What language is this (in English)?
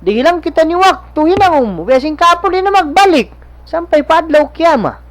Tausug